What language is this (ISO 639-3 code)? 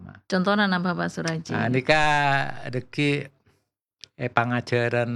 mad